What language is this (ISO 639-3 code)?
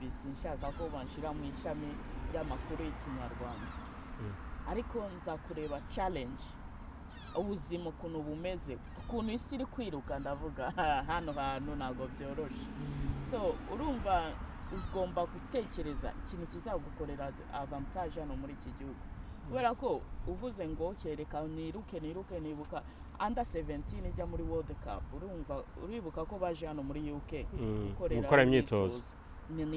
kin